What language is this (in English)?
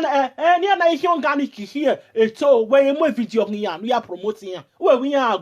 Nigerian Pidgin